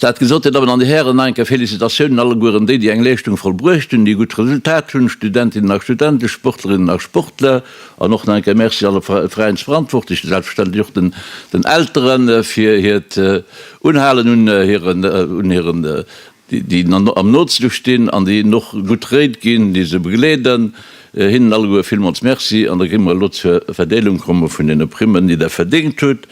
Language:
Luxembourgish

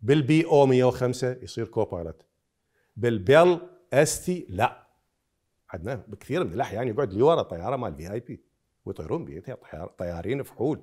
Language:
Mesopotamian Arabic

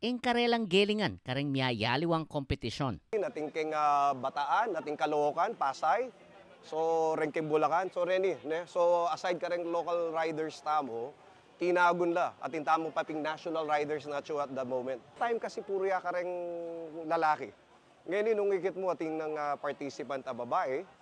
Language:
Pampanga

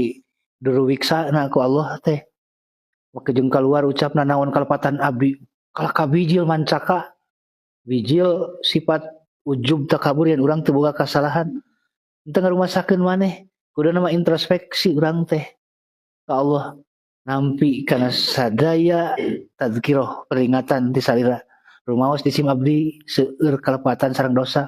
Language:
Sundanese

